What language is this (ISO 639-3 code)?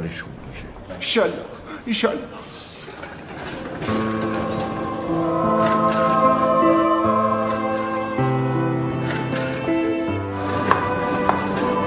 fas